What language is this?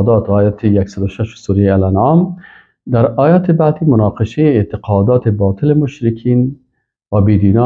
Persian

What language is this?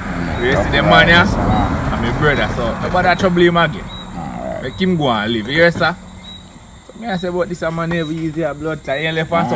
Jamaican Creole English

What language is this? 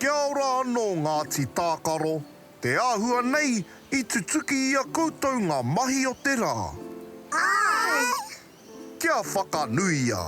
Māori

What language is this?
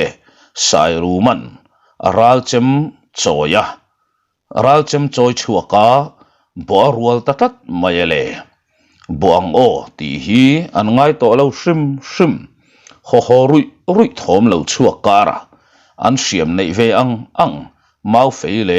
Mizo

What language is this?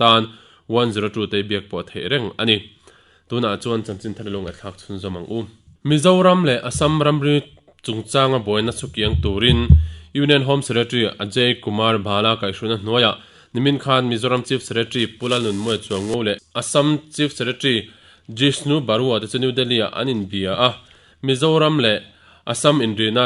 Mizo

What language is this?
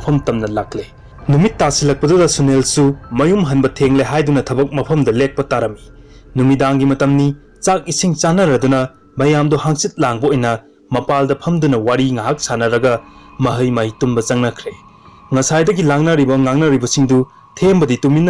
Manipuri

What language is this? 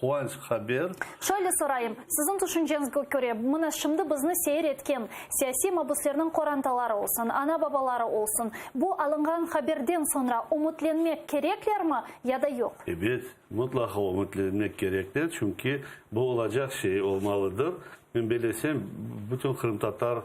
Crimean Tatar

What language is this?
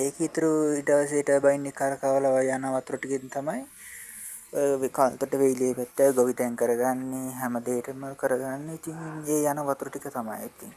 Sinhala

